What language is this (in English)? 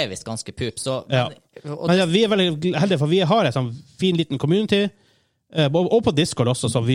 Norwegian